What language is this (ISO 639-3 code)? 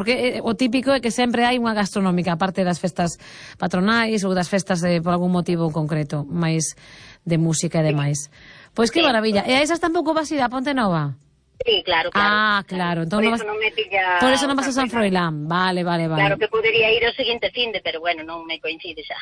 glg